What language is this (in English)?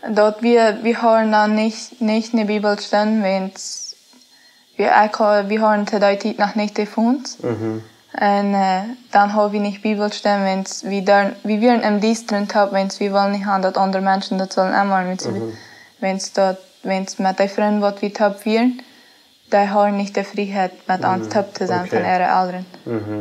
Plautdietsch